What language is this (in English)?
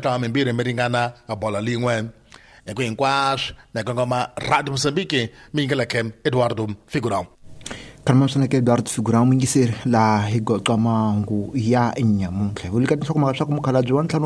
Tsonga